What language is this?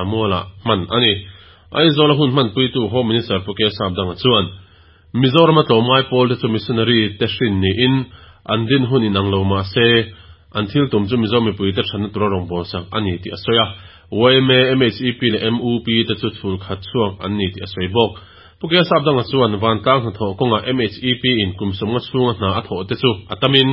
Mizo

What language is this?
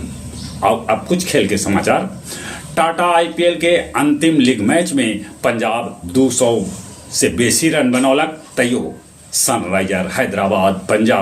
Magahi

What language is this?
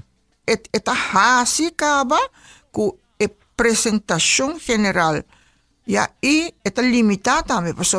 Papiamento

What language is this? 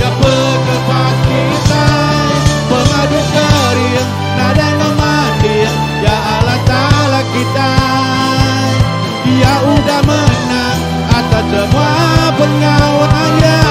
Iban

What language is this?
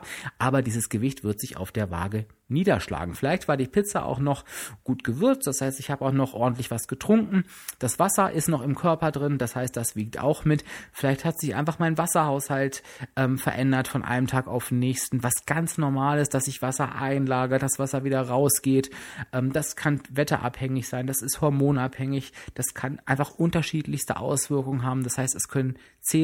German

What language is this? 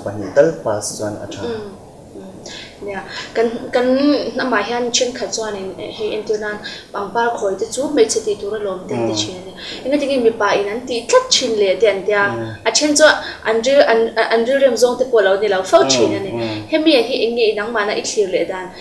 Mizo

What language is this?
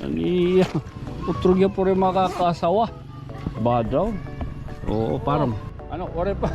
Waray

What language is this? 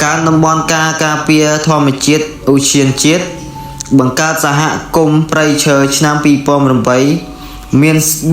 Khmer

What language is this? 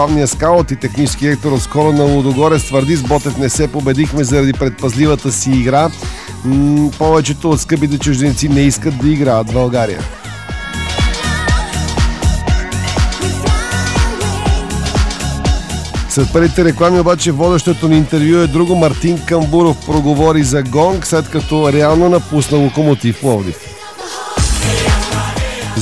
Bulgarian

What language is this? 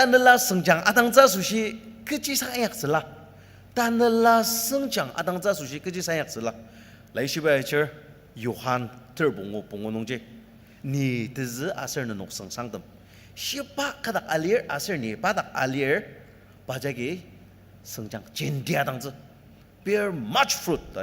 Ao Naga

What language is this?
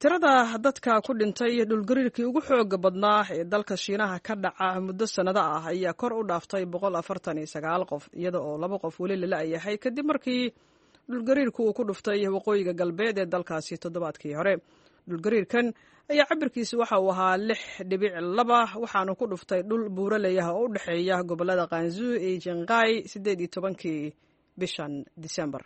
Somali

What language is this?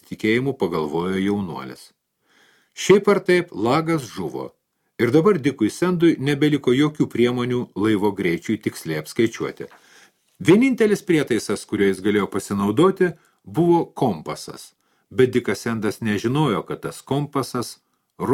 Lithuanian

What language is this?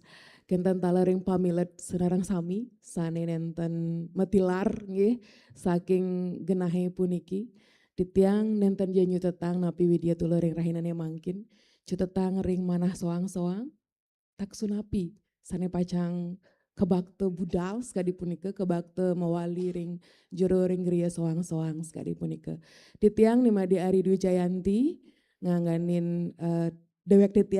Balinese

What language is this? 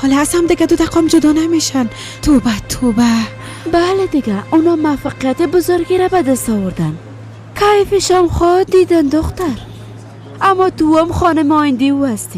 Persian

